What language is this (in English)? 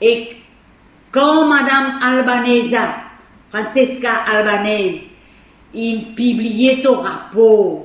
Morisyen